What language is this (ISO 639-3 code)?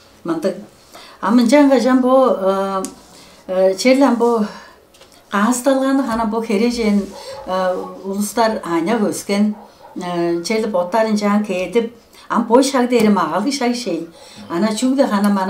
tyv